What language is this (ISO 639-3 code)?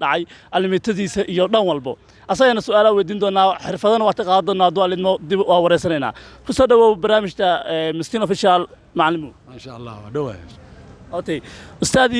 som